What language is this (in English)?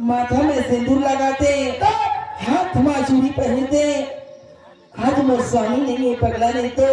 Chhattisgarhi